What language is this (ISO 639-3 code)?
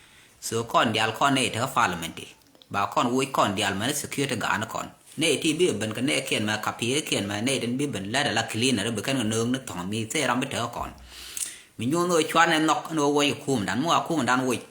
nus